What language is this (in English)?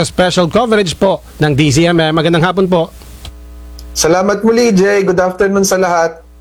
Filipino